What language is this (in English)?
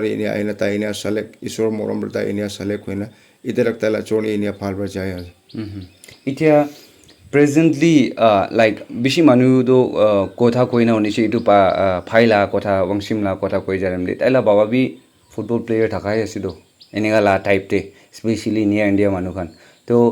Naga Pidgin